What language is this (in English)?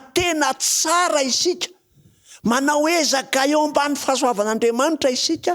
Malagasy